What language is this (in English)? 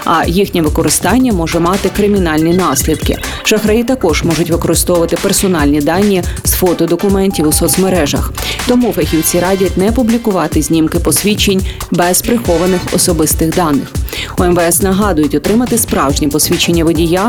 Ukrainian